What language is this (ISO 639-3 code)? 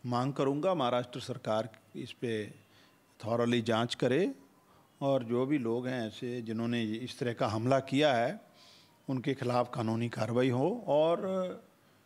hin